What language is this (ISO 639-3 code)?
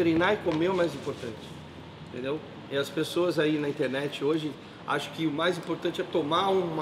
por